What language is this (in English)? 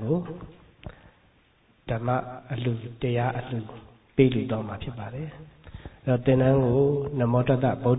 Burmese